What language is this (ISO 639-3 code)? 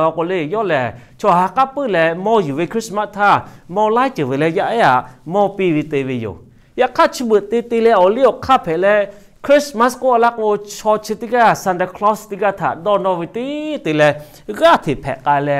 lhu